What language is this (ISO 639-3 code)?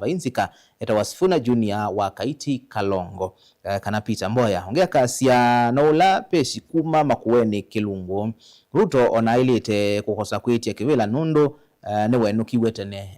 kam